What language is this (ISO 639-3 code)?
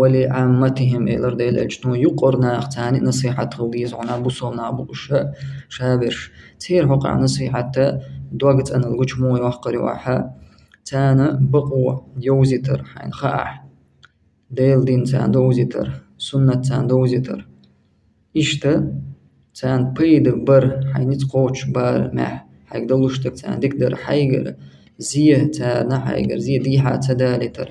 che